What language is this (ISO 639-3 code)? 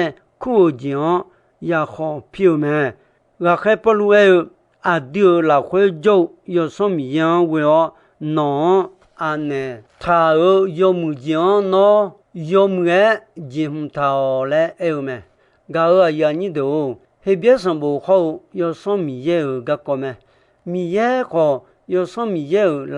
ahk